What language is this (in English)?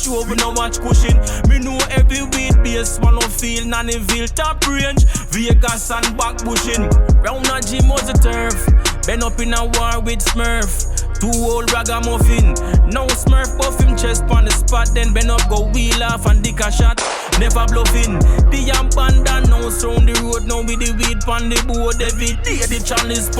Jamaican Creole English